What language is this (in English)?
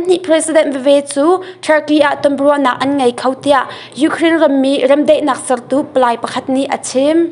Hakha Chin